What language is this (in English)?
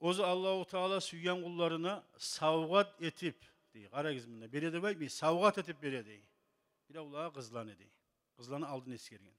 Kumyk